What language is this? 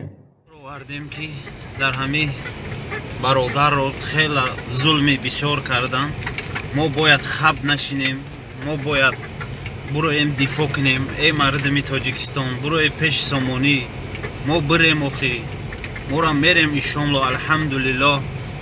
Tajik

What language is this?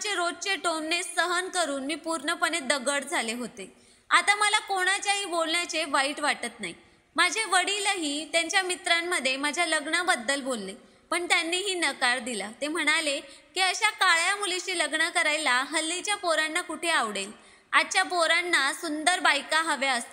Marathi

